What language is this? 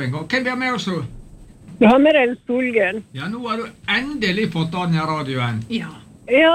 Norwegian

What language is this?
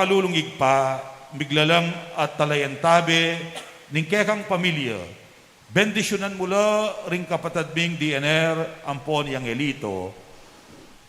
Pampanga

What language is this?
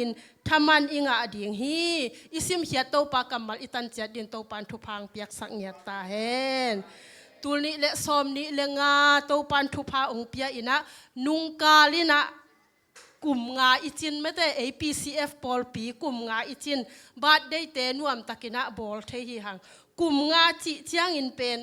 Tedim Chin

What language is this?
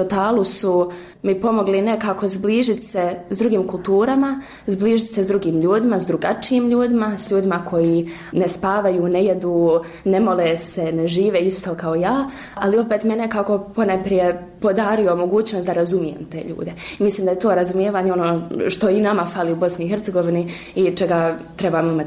Bosnian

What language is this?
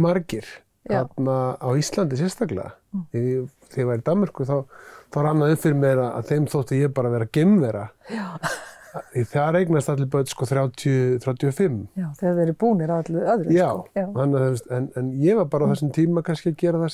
Icelandic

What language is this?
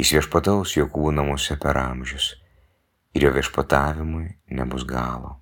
Lithuanian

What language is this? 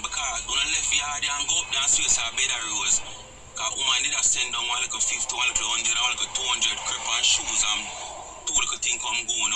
Jamaican Creole English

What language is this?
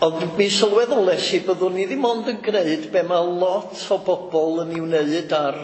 Welsh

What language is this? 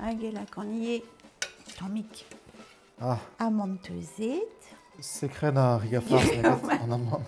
Breton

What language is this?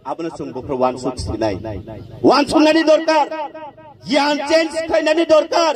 Kok Borok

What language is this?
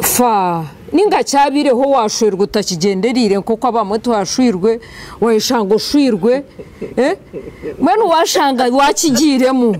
Nyankole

